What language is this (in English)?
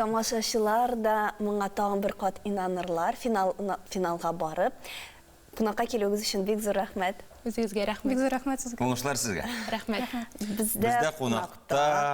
Tatar